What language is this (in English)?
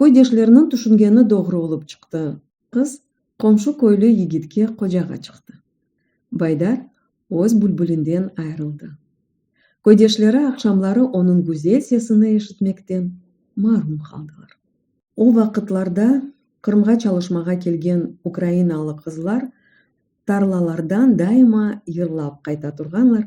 Crimean Tatar